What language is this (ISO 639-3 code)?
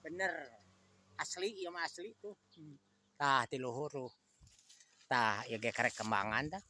sun